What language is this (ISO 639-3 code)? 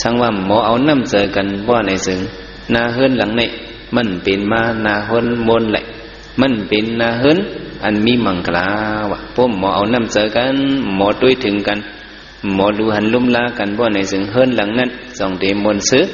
shn